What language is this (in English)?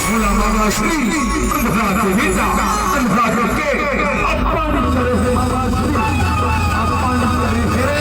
Chhattisgarhi